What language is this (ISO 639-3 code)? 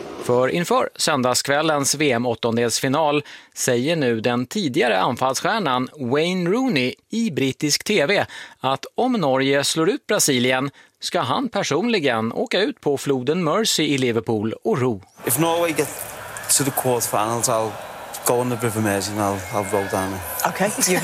swe